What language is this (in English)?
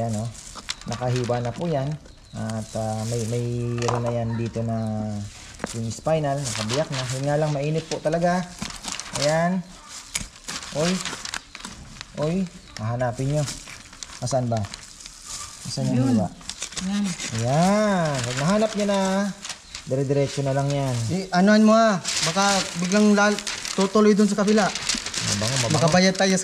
Filipino